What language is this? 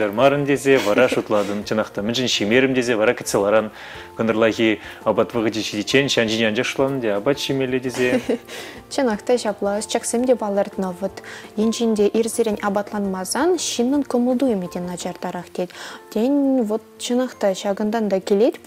Chuvash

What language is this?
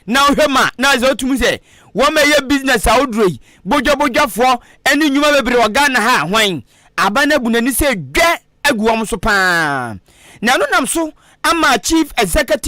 Akan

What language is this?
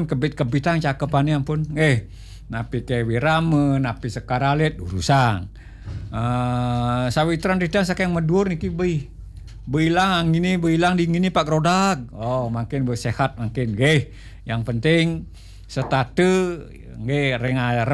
Balinese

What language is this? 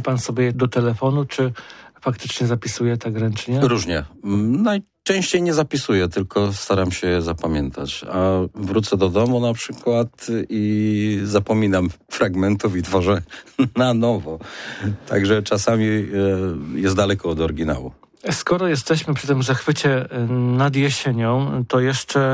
Polish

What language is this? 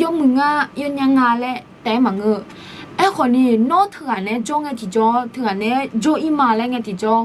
Akha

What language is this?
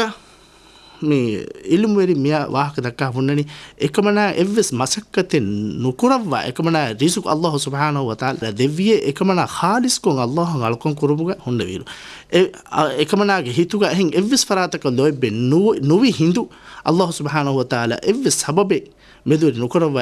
Divehi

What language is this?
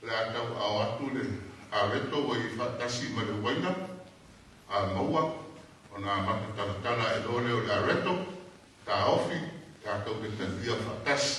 Samoan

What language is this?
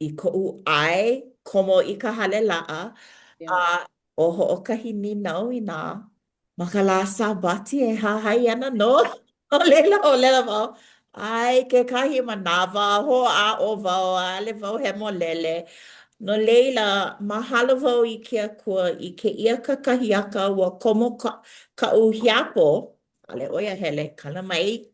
Hawaiian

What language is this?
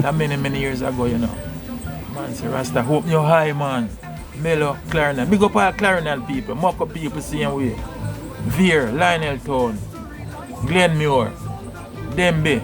Jamaican Creole English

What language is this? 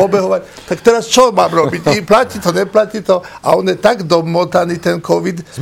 Slovak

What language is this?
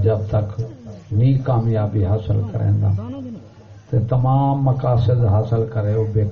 Saraiki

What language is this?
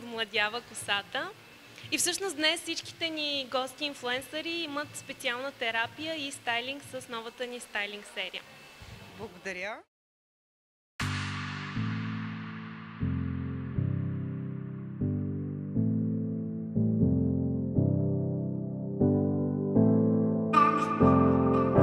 Bulgarian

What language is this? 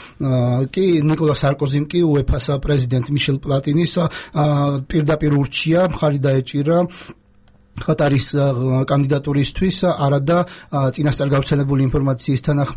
Georgian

